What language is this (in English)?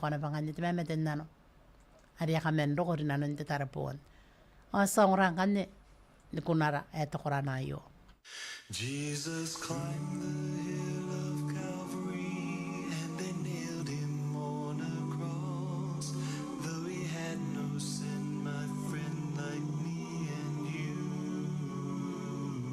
Gilbertese